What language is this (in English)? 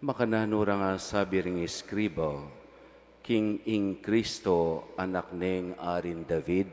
Pampanga